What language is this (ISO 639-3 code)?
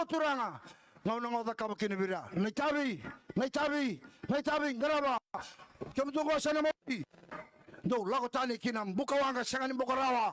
fij